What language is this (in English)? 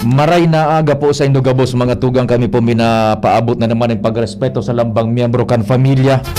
Bikol